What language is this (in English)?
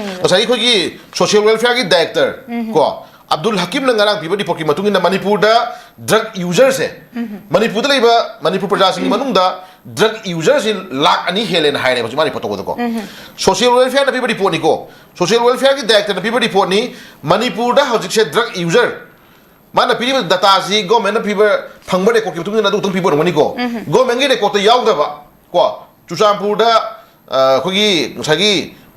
Manipuri